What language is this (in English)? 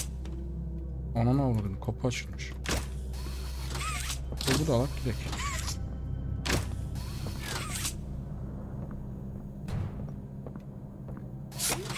Turkish